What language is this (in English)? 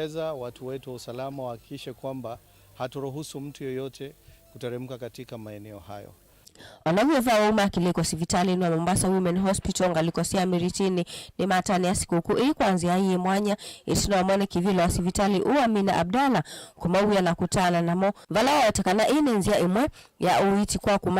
Kamba